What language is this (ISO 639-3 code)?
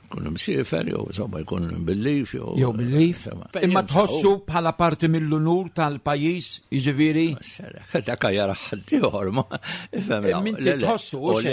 mlt